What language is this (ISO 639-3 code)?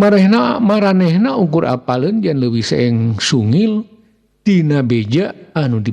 sun